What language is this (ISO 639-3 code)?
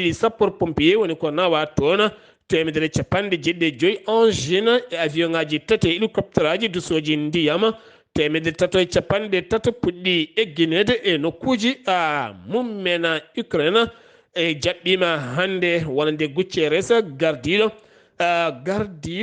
ful